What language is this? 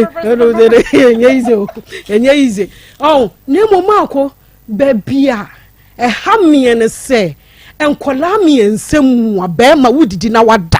Akan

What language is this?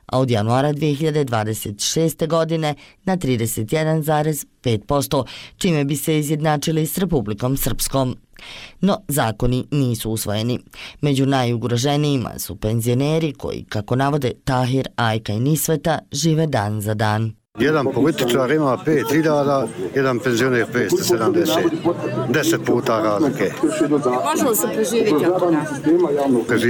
Bosnian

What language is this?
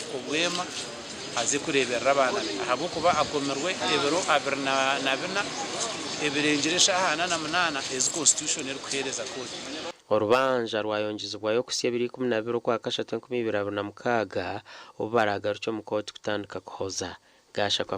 Nyankole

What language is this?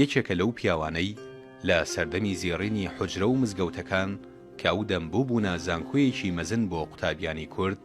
Central Kurdish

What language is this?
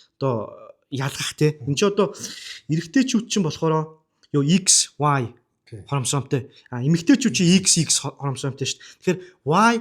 Mongolian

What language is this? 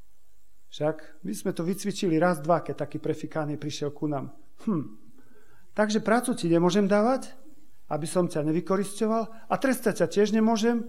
Slovak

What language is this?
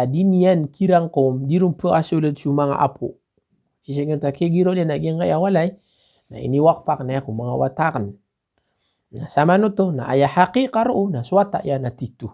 Maranao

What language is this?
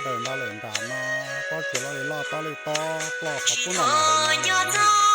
Hmong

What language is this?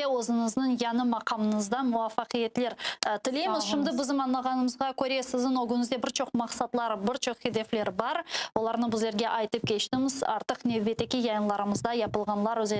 Crimean Tatar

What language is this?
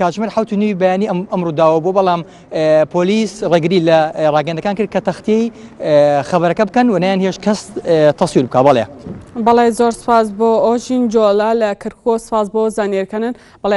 Central Kurdish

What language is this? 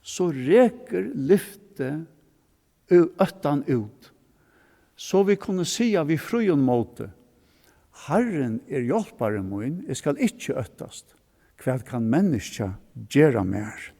Faroese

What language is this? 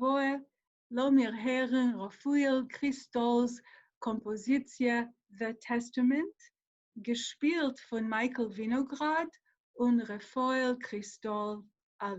Yiddish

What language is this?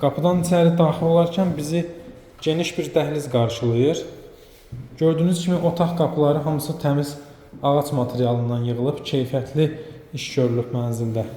Azerbaijani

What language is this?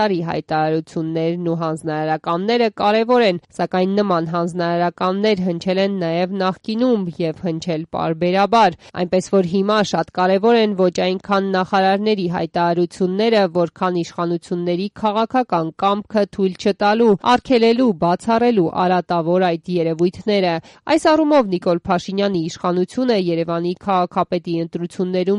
Armenian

